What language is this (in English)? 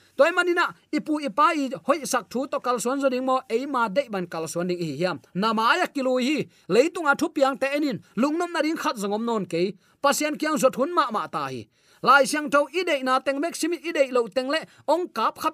Tedim Chin